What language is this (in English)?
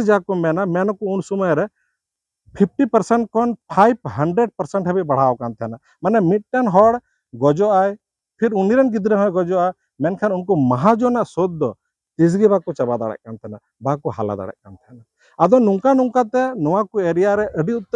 Santali